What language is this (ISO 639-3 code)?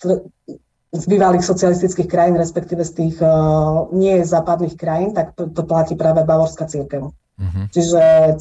slk